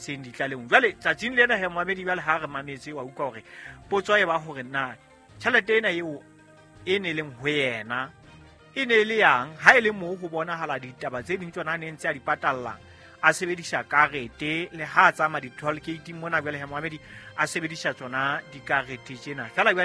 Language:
Southern Sotho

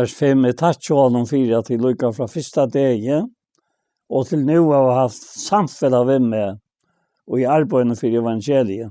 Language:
Faroese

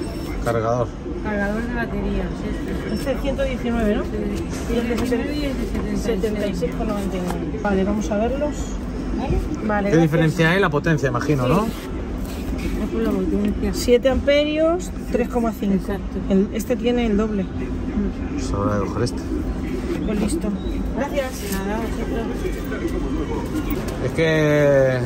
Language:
Spanish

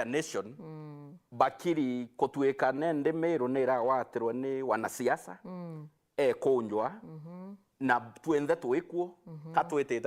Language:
Meru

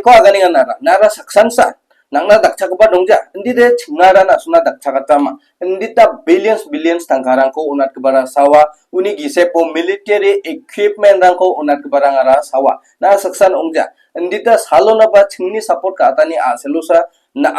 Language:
Garo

